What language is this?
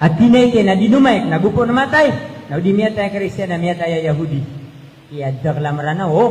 Maranao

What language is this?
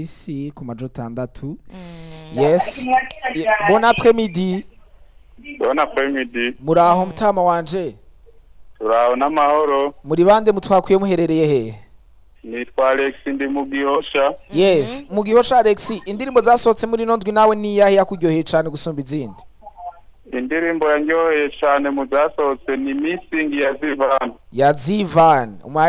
Rundi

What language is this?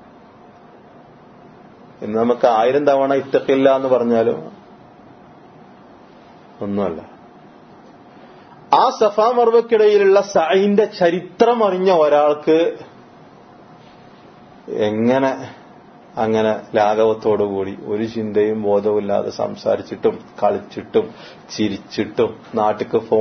Malayalam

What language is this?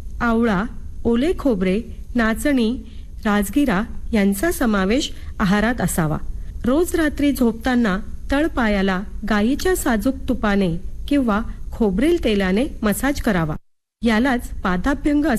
Marathi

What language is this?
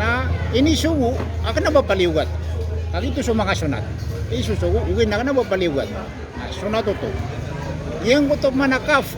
Maranao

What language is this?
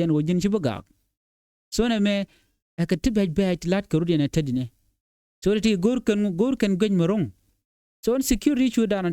Nuer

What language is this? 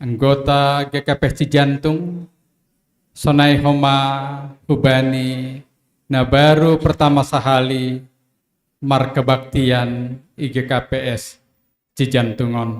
Batak Simalungun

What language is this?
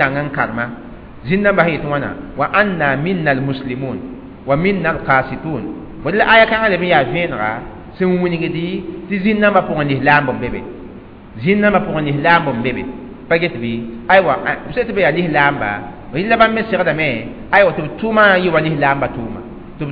Mossi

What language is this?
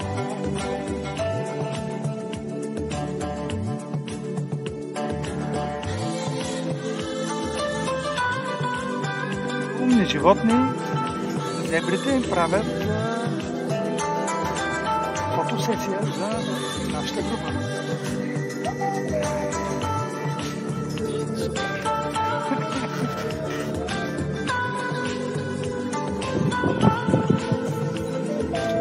Bulgarian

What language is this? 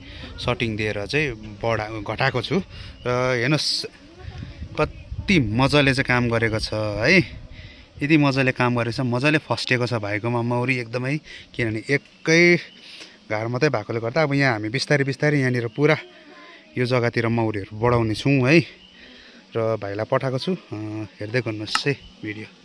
Nepali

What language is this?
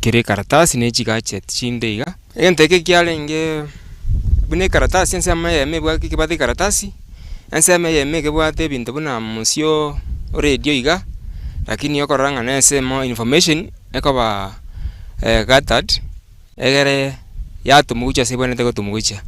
Gusii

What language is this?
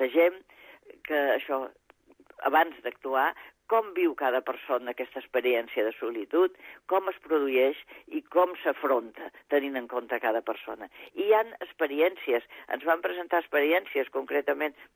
Catalan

